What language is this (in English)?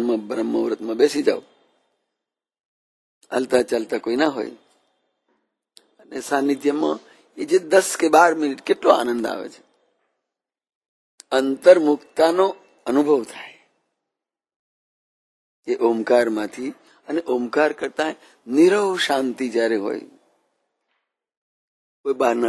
Gujarati